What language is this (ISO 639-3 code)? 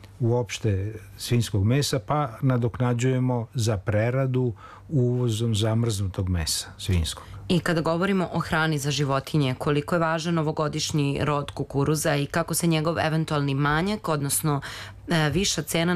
srp